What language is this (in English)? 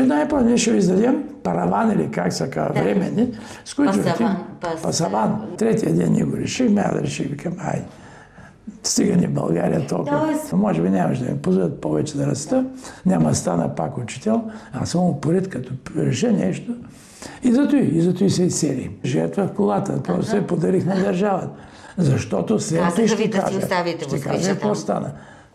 Bulgarian